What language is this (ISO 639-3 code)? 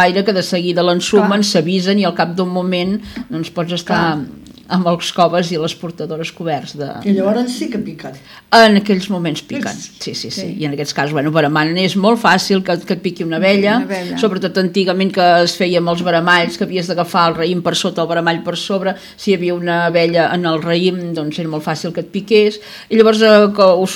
cat